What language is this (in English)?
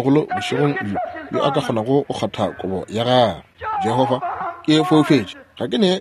Northern Sotho